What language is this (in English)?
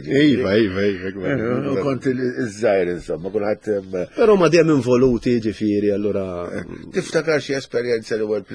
Maltese